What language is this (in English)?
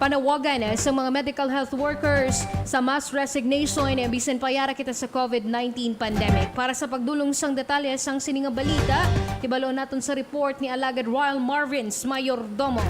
Hiligaynon